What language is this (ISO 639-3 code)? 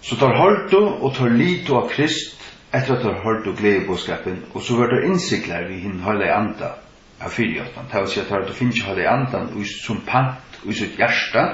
fao